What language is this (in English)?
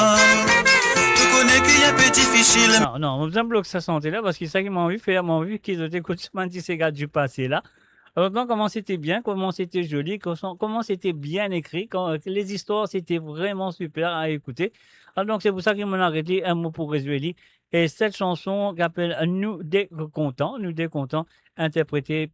Morisyen